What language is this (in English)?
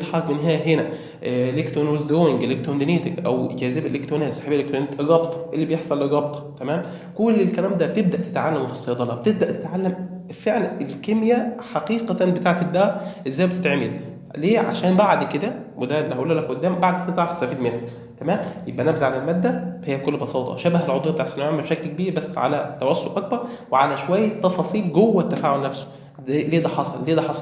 Egyptian Arabic